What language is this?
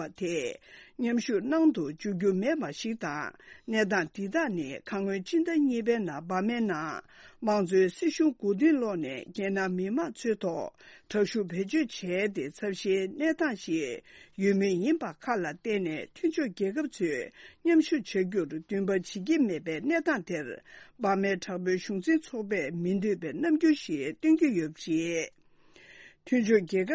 Tibetan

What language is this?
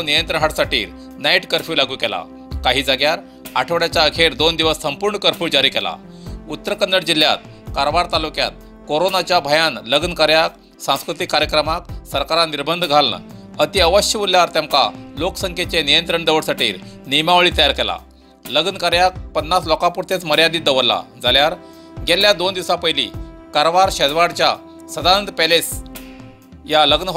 Konkani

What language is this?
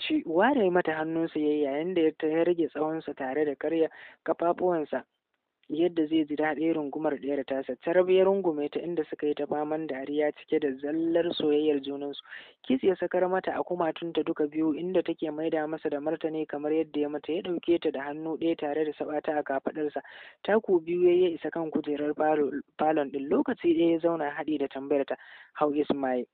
Hausa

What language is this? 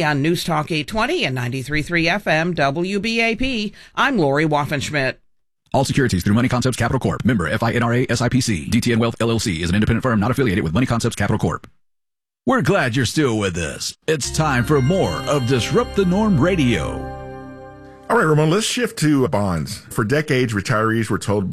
English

